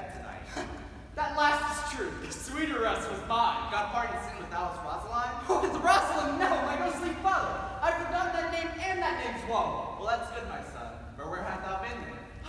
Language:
English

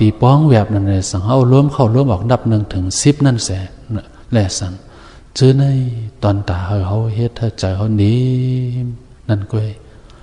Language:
Shan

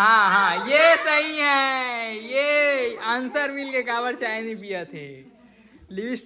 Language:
Chhattisgarhi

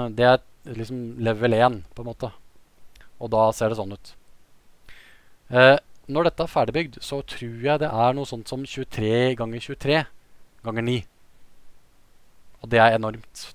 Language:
Norwegian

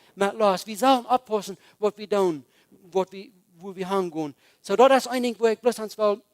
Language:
Plautdietsch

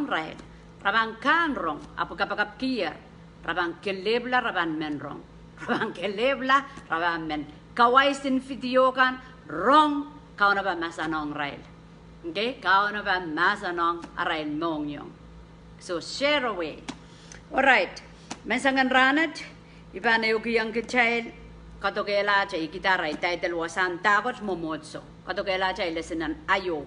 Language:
Pohnpeian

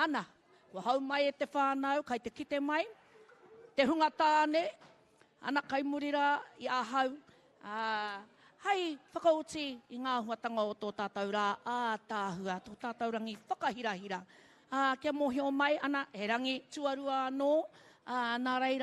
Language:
Māori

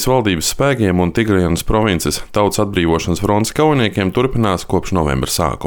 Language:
Latvian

